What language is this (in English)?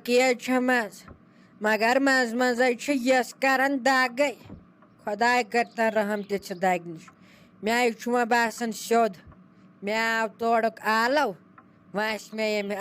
Kashmiri